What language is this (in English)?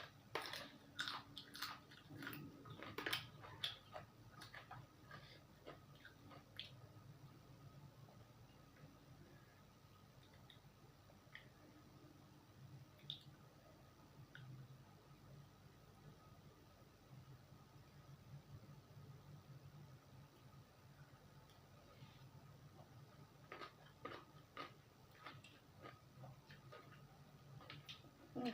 Northeastern Thai